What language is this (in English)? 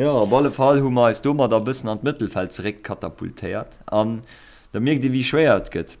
Luxembourgish